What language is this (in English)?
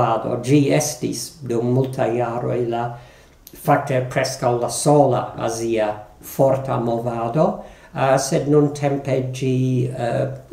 Esperanto